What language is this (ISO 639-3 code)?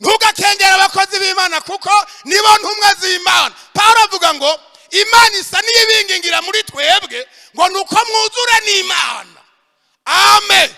run